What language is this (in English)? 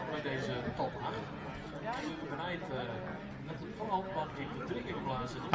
Western Frisian